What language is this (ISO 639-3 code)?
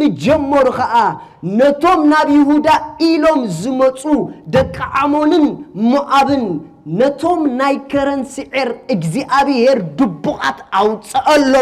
tir